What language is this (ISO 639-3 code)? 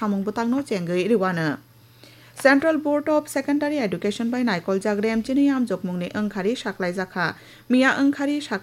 trp